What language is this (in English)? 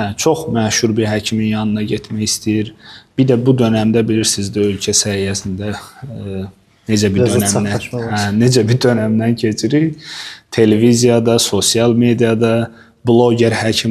Azerbaijani